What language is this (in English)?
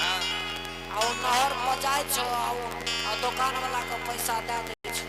Angika